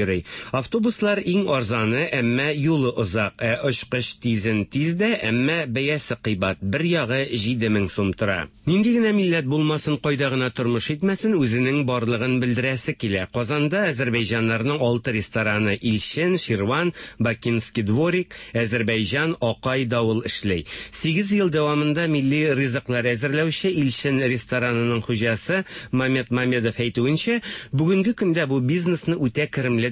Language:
Tatar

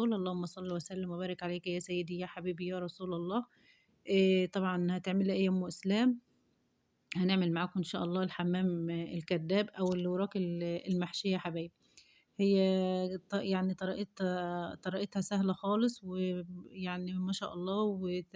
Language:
Egyptian Arabic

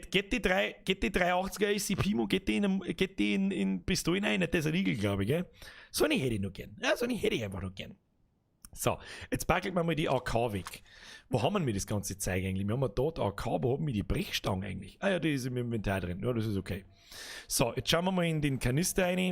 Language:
Bavarian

